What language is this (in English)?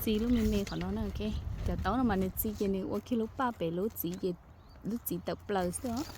Hmong